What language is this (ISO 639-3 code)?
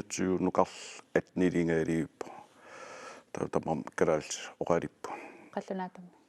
kal